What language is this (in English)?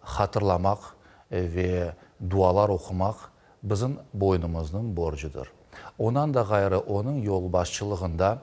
Crimean Tatar